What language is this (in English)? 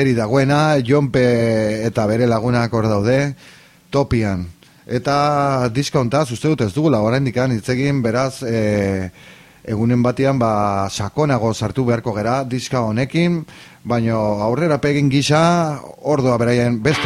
Basque